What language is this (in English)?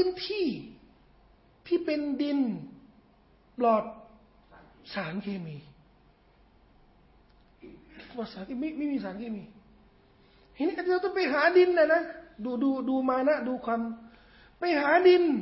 Thai